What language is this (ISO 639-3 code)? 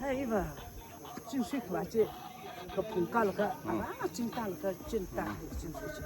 nmf